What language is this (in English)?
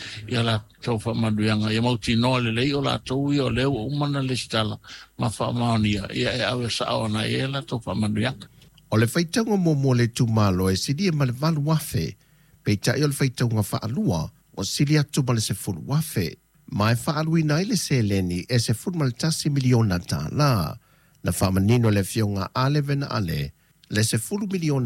Samoan